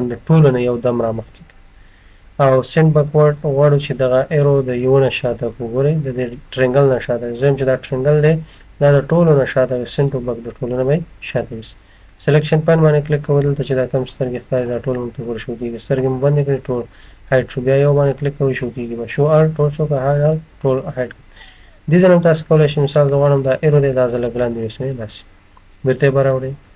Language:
Pashto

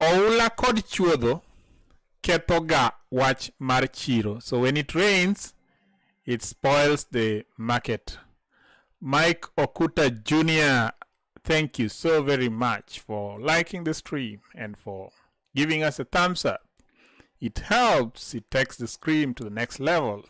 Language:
Luo (Kenya and Tanzania)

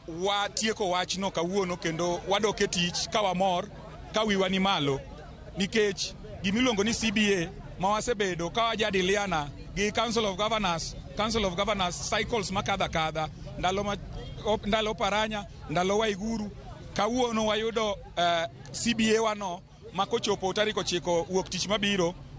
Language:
Luo (Kenya and Tanzania)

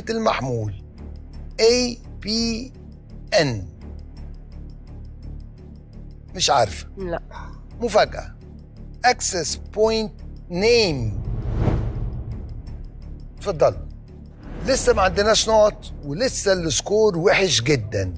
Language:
Egyptian Arabic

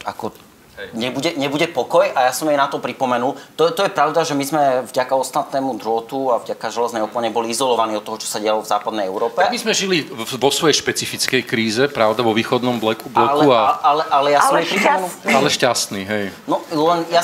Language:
Slovak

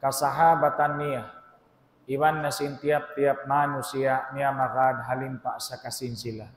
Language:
Tausug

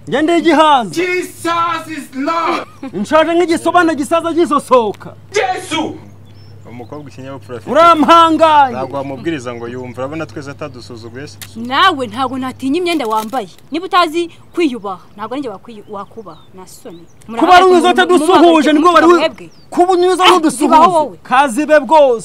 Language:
Kinyarwanda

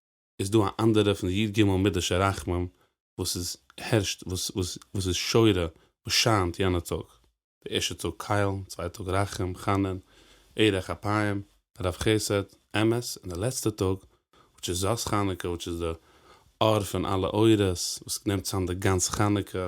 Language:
Yiddish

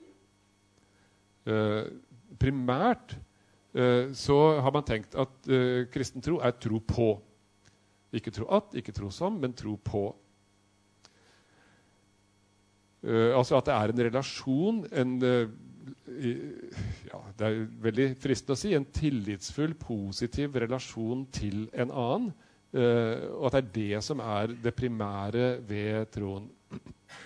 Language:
Norwegian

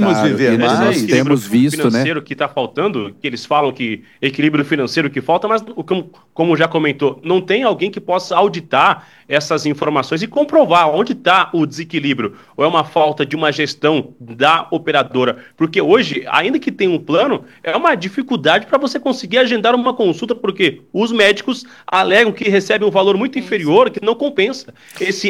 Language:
Portuguese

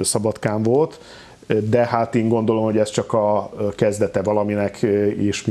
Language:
Hungarian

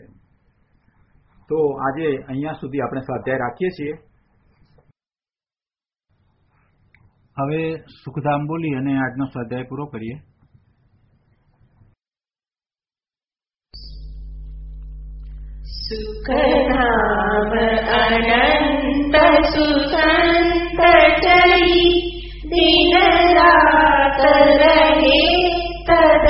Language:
Gujarati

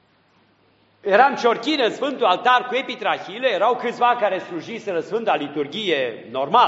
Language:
Romanian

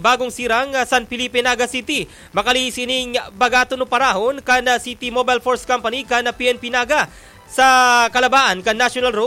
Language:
Bikol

